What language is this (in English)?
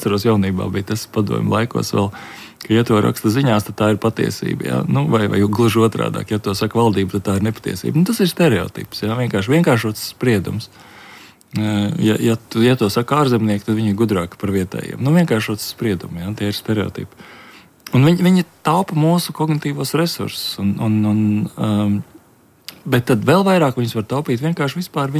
Latvian